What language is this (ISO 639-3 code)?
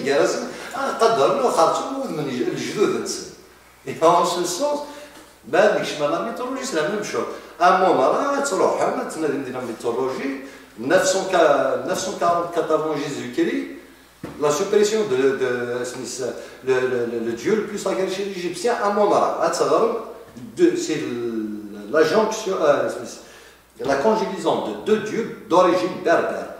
kab